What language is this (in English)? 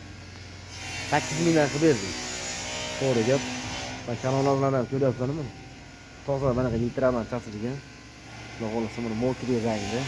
Uzbek